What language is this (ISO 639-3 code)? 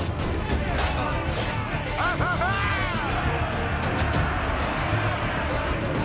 deu